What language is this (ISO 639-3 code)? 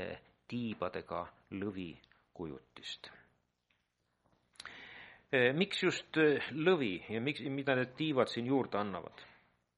est